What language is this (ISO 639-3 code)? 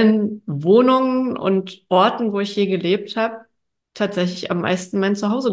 deu